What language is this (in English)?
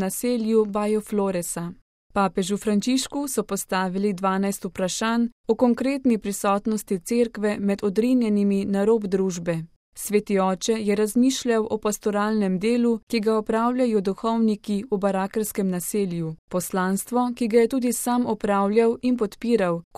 Slovenian